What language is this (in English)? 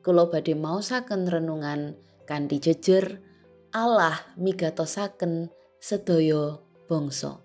Javanese